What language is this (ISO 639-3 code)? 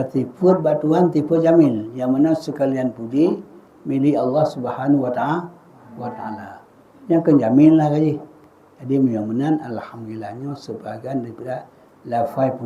ace